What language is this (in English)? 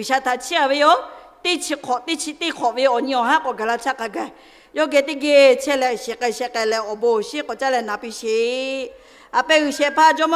Lahu